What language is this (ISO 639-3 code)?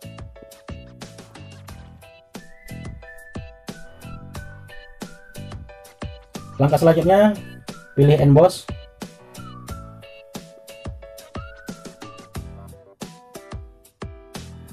ind